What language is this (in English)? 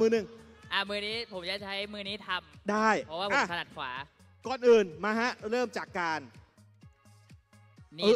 Thai